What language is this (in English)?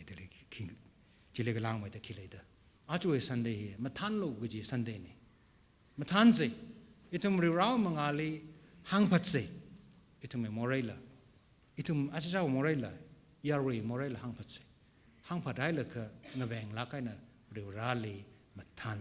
Tangkhul Naga (India)